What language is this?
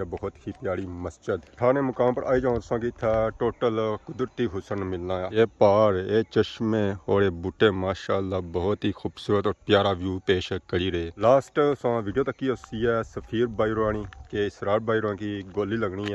Pahari-Potwari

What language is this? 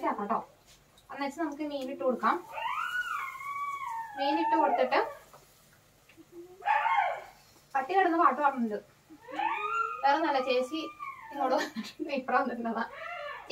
Malayalam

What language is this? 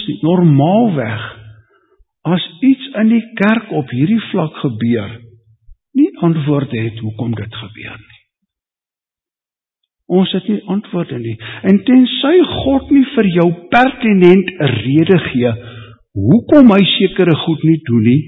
Afrikaans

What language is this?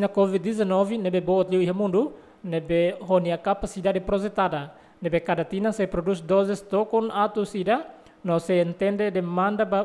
Tetum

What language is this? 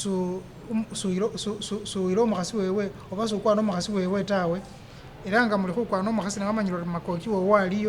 Masaaba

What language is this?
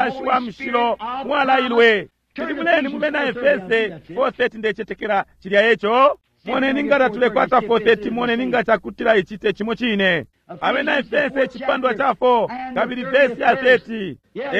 Bemba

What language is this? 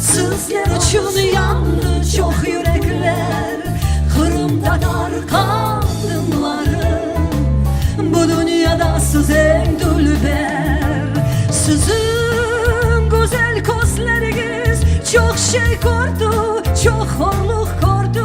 Crimean Tatar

